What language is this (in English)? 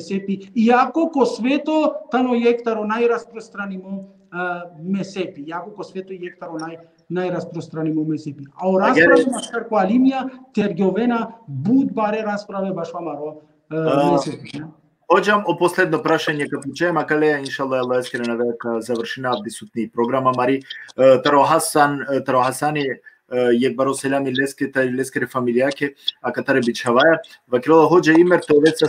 Balkan Romani